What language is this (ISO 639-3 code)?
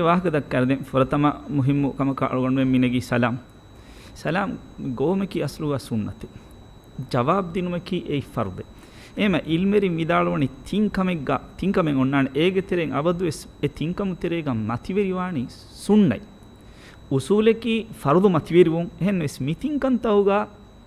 div